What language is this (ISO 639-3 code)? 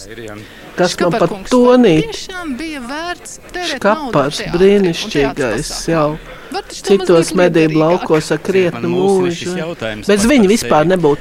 lav